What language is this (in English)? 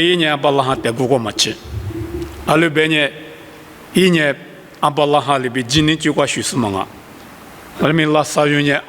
Lisu